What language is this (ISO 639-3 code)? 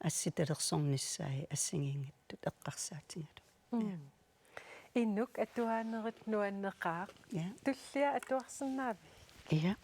kal